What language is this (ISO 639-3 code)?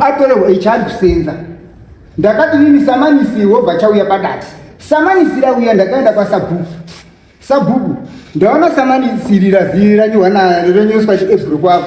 sna